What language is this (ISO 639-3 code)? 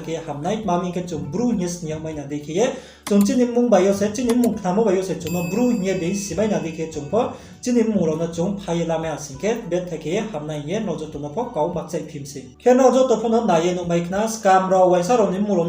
ria